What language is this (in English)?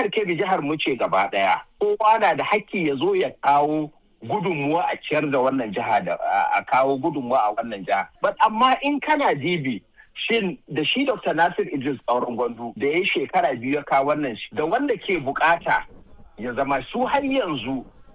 Hausa